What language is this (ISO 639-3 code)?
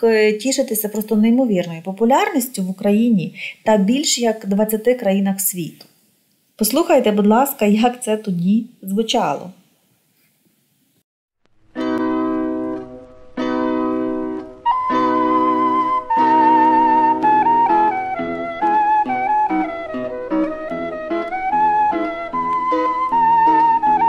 ukr